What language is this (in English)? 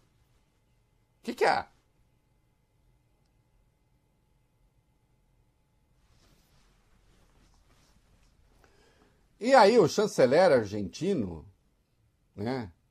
Portuguese